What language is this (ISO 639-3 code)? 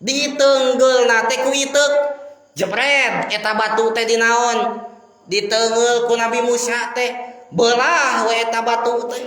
sun